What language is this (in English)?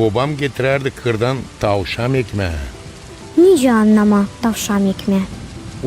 Gagauz